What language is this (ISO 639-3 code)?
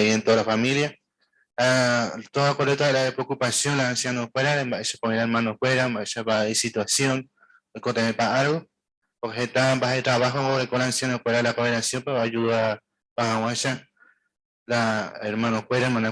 grn